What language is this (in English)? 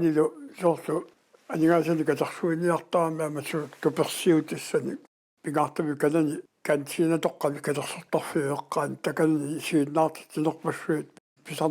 Kalaallisut